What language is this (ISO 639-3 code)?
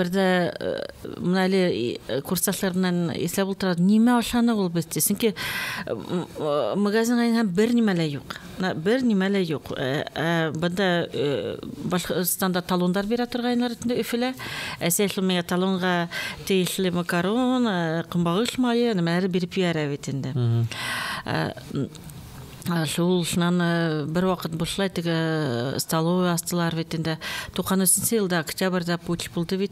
bak